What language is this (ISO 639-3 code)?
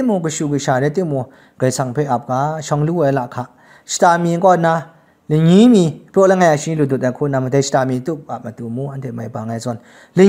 kac